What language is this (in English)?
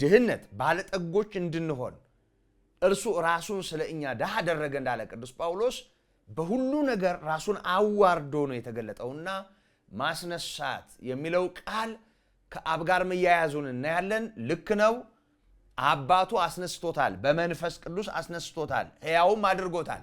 Amharic